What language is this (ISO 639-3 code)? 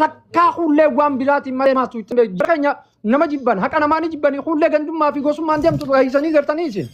orm